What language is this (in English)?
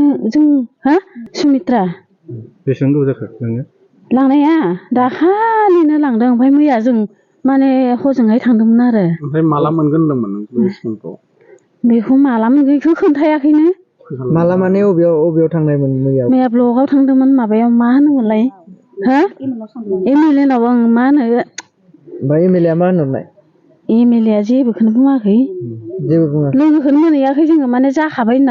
Bodo